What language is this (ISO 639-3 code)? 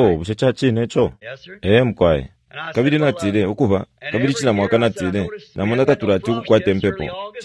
bem